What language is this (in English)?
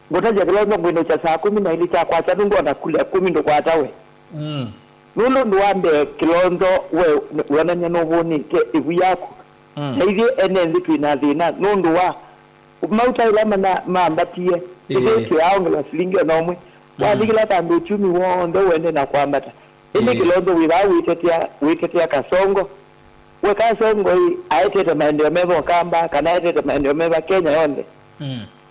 Kamba